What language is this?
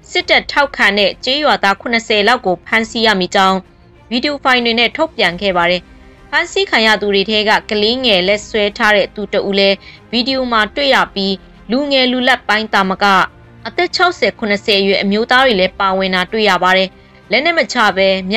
Burmese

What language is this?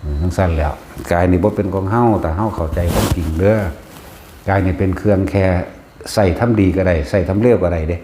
Lao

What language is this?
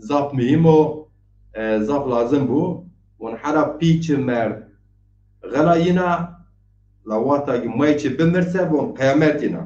Zaza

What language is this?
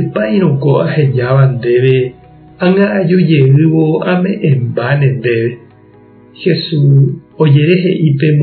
Guarani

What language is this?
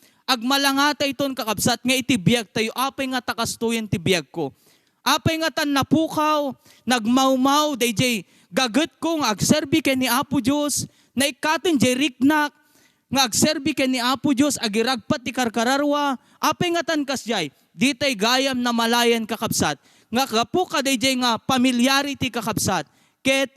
Iloko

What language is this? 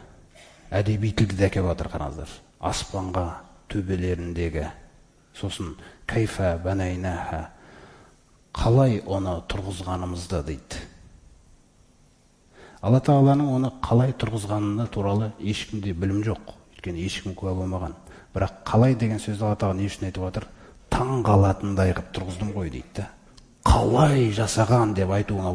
Kazakh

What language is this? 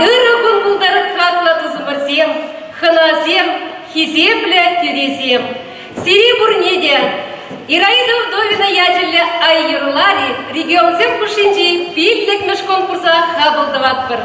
Chuvash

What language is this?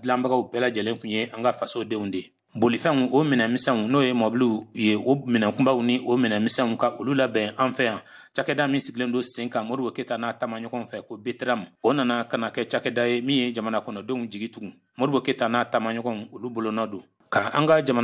Bambara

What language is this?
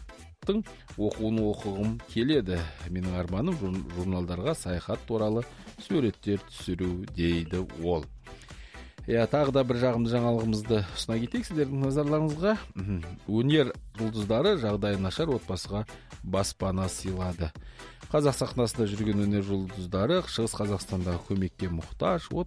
Kazakh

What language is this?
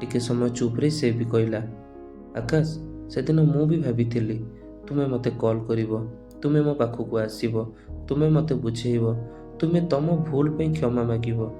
Odia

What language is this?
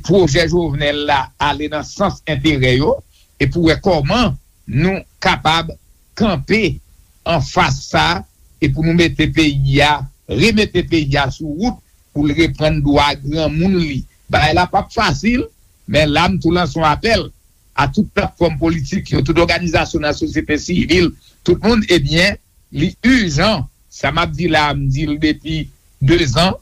Haitian Creole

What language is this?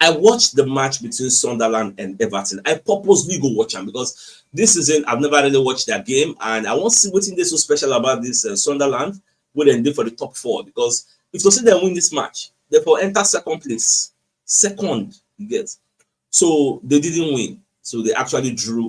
Nigerian Pidgin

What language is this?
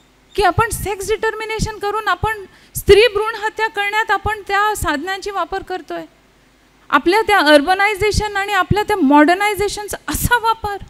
Marathi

